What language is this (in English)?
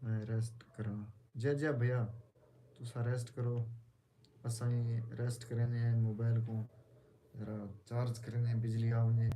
Saraiki